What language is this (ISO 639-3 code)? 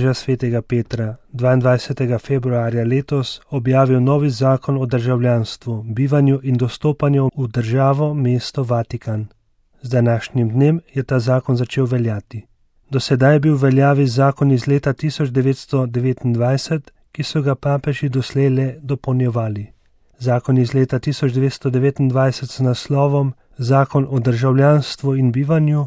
slv